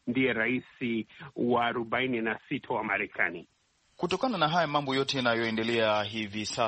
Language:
Swahili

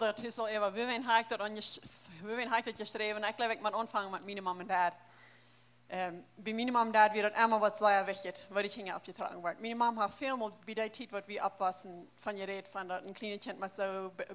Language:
Plautdietsch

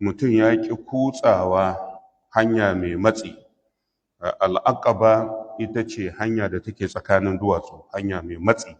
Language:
Hausa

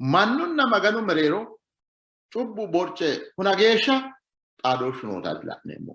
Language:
Sidamo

